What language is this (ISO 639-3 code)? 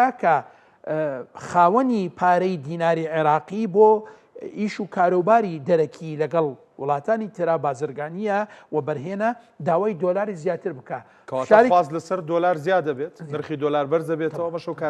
ckb